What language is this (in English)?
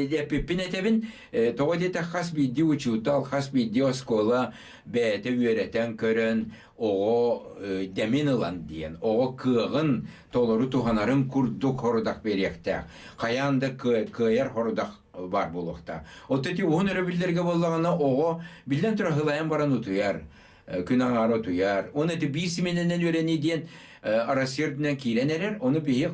Yakut